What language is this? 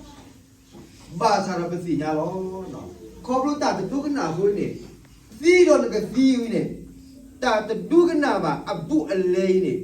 S'gaw Karen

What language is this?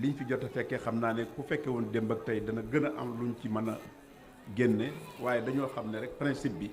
Wolof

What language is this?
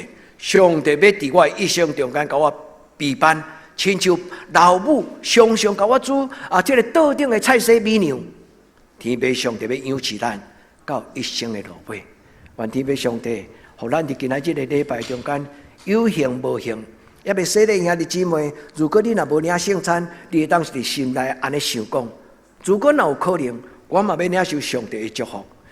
Min Nan Chinese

